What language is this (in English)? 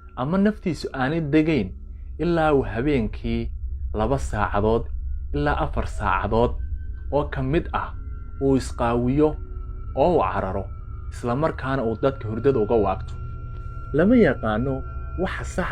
Somali